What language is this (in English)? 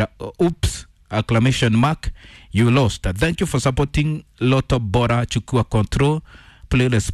Kikuyu